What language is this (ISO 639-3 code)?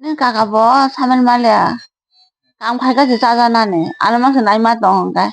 trp